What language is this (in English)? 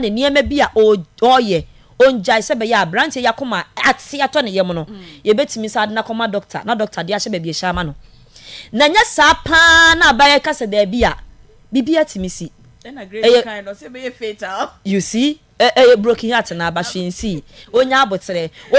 Akan